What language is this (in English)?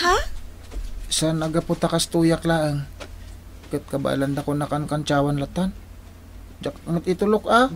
Iloko